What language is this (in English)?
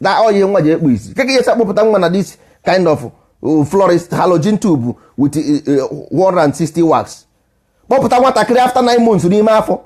Igbo